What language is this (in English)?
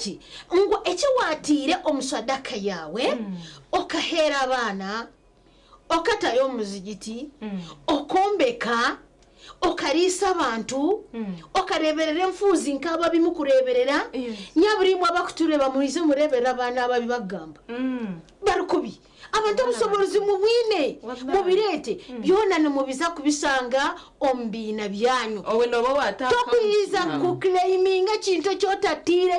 Nyankole